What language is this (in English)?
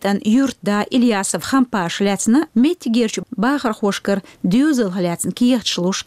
Chechen